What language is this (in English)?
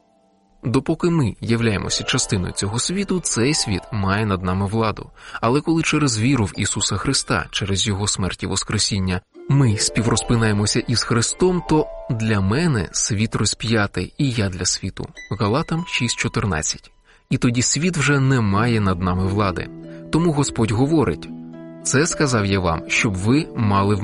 Ukrainian